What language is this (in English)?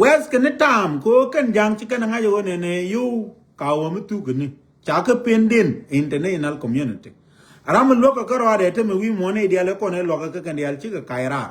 Nuer